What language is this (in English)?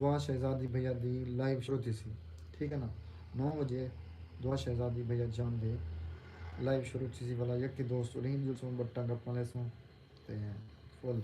Saraiki